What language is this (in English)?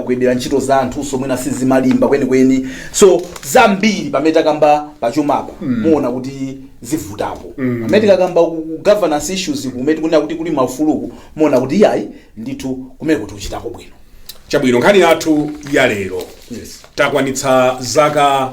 Nyanja